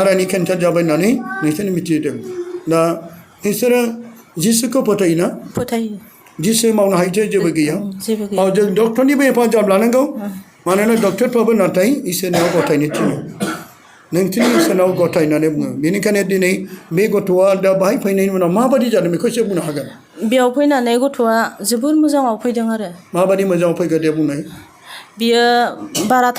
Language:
Bodo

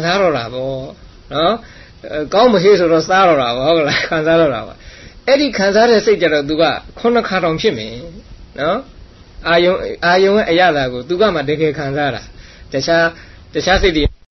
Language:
Burmese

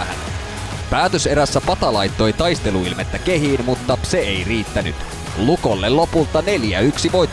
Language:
Finnish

